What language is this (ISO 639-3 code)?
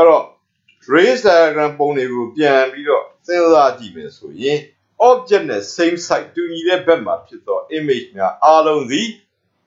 mya